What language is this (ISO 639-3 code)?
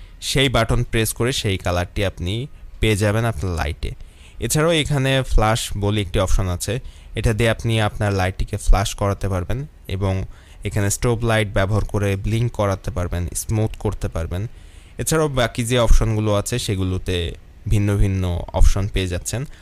ben